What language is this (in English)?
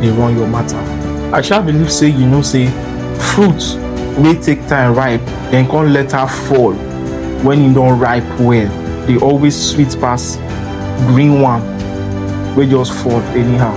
Nigerian Pidgin